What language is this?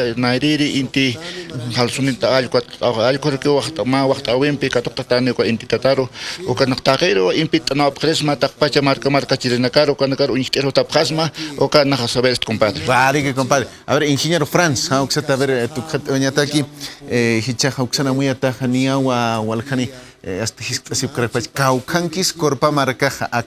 Aymara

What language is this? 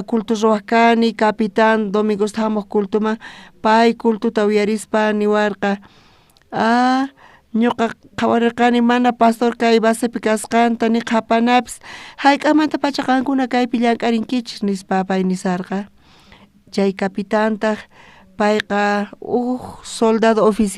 South Bolivian Quechua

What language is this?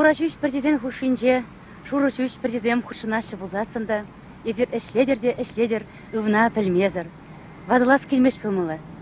Chuvash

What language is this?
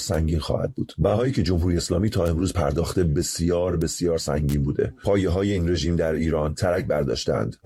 Persian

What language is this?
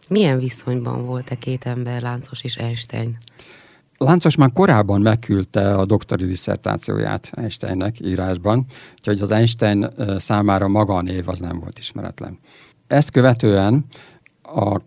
Hungarian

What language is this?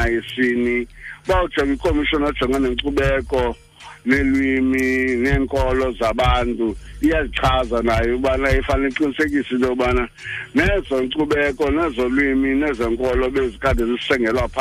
Xhosa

